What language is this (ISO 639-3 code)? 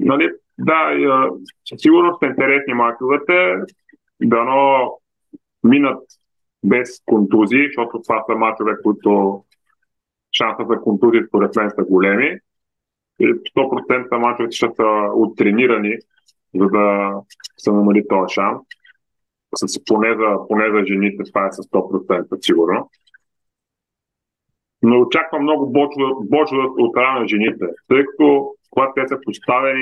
bul